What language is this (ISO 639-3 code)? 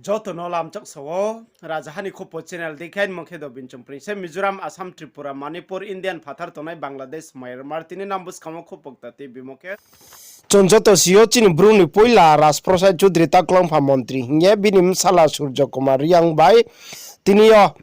ria